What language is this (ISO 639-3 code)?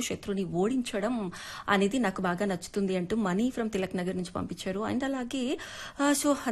tel